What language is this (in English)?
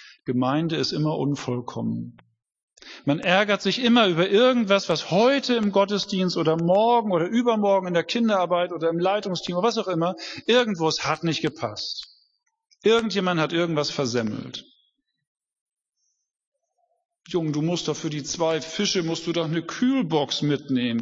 German